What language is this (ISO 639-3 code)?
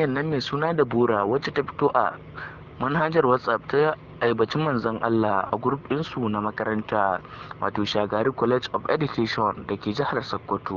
hau